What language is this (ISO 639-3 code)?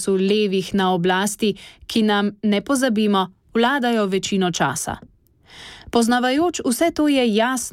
slv